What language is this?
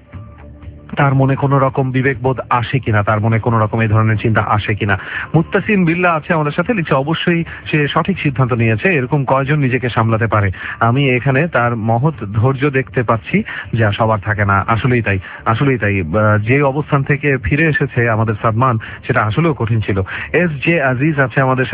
Bangla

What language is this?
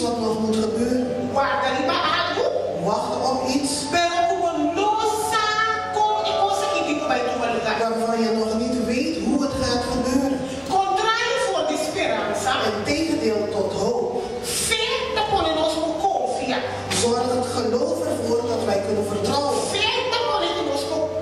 Papiamento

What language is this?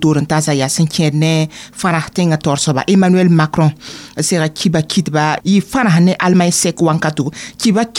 Mossi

